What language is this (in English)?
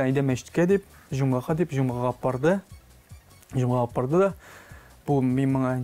Tatar